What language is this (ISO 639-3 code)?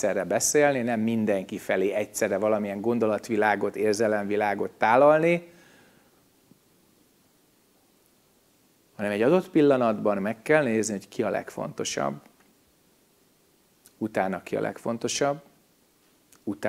hun